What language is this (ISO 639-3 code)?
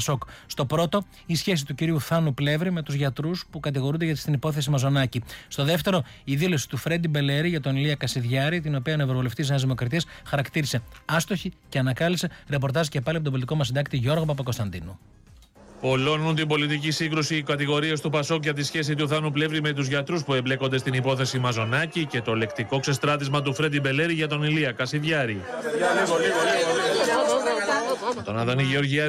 ell